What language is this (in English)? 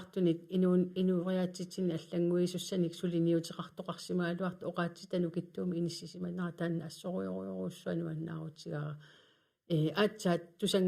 Kalaallisut